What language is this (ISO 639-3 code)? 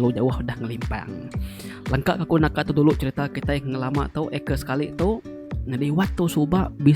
iba